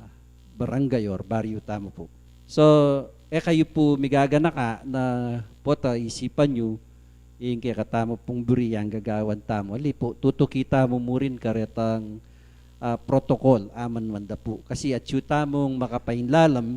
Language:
Pampanga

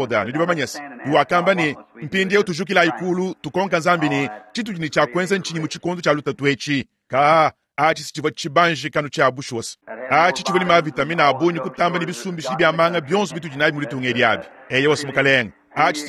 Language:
Luba-Lulua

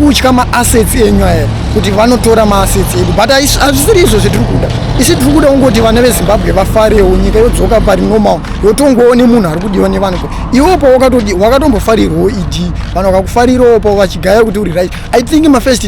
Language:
Shona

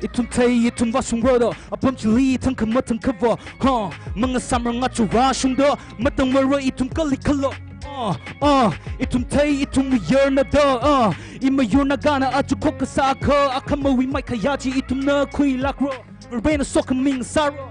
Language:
Tangkhul Naga (India)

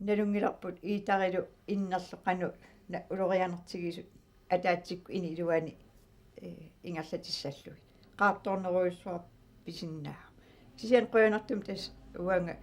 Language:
Kalaallisut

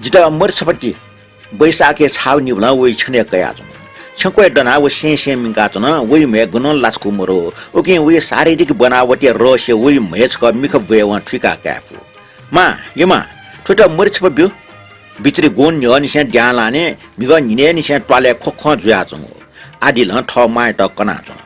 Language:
Newari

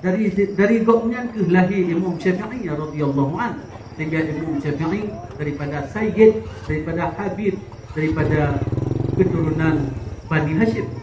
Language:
Achinese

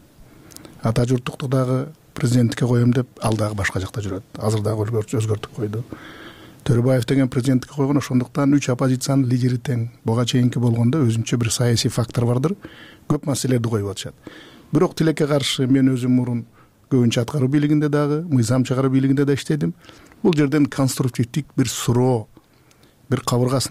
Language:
Kyrgyz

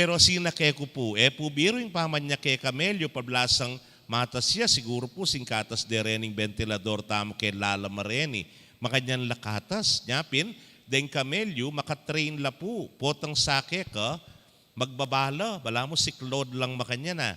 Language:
Pampanga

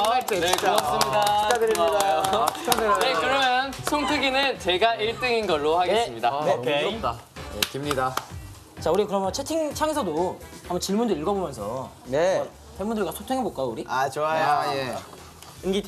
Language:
Korean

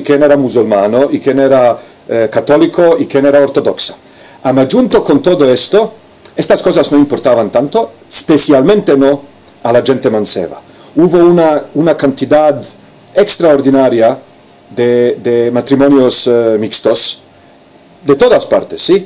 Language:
Ladino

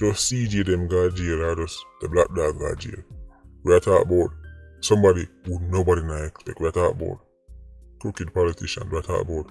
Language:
Jamaican Creole English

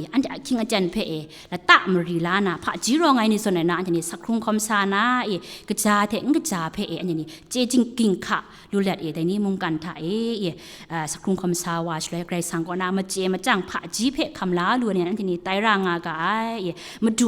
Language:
Kachin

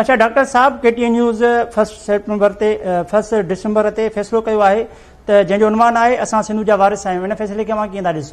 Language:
Sindhi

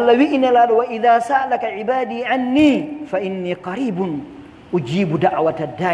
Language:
Pular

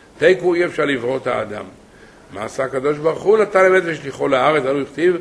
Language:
Hebrew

